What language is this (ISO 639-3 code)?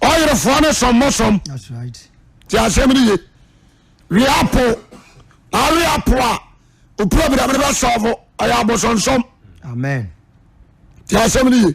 aka